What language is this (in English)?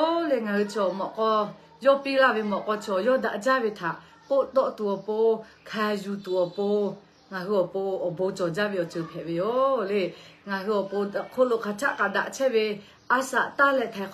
Lahu